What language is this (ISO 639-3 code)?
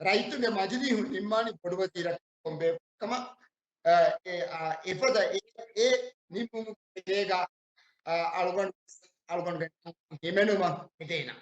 div